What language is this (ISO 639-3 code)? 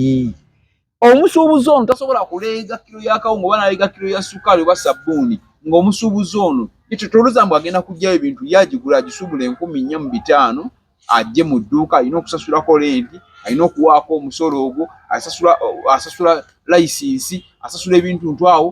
lug